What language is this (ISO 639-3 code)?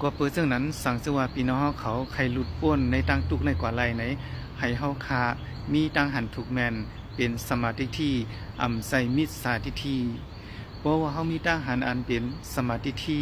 shn